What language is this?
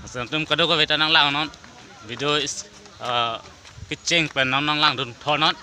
Karbi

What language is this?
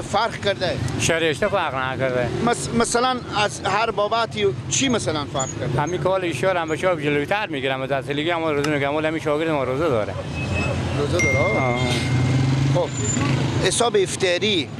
Persian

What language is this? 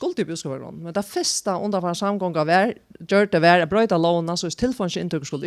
Faroese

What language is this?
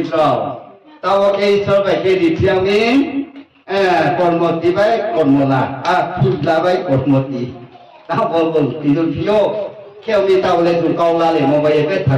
Riang (India)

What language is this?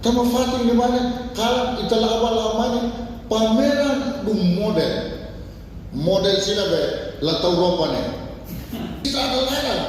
Tetum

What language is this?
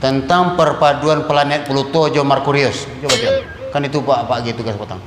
Minangkabau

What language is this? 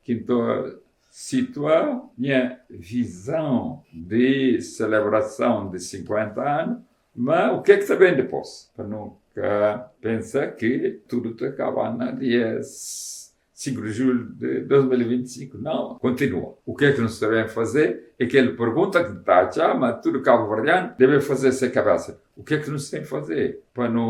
Kabuverdianu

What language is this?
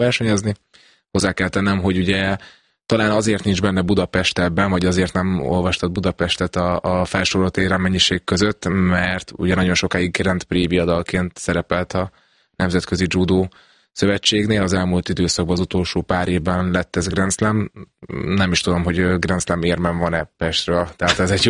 Hungarian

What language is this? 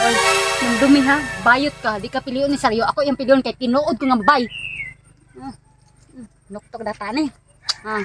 Cebuano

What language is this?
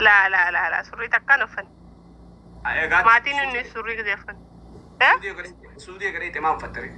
Oromo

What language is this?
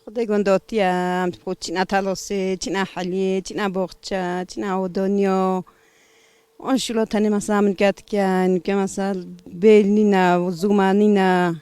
Kurdish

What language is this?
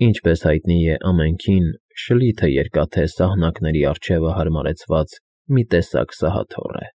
Armenian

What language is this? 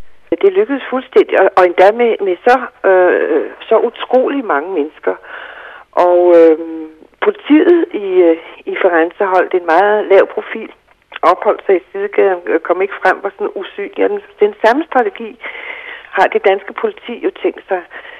Danish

